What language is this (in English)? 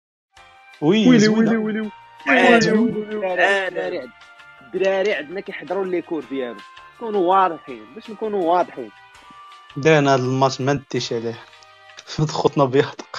Moroccan Arabic